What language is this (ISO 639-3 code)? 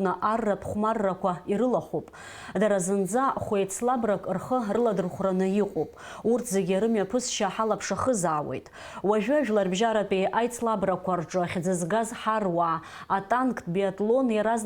abk